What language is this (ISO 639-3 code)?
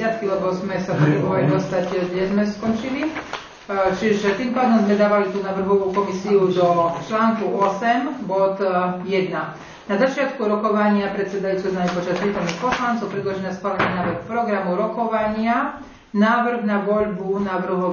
slk